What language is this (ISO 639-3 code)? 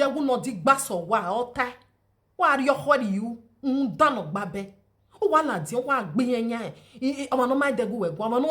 pcm